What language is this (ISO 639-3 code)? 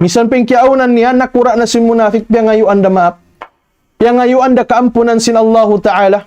tsg